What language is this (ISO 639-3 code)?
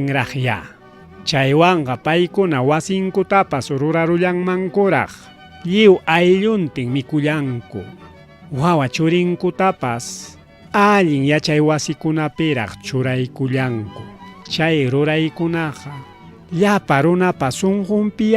quy